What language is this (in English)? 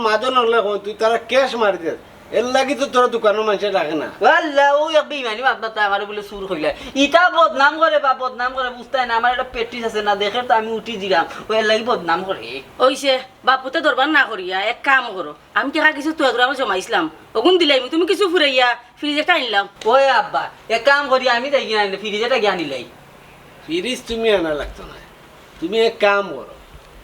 Sylheti